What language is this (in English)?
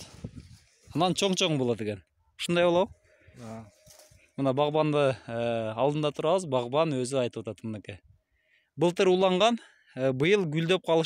Kyrgyz